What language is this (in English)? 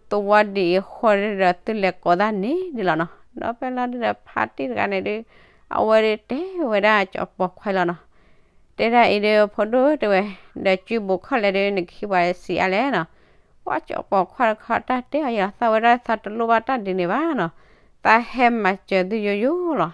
S'gaw Karen